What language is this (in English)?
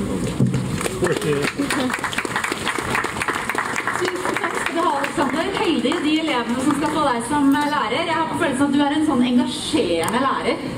Norwegian